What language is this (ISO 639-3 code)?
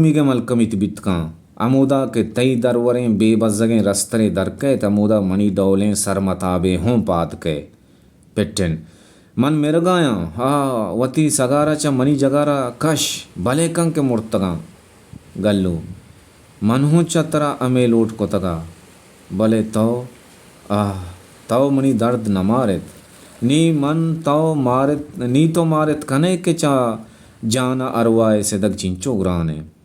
bal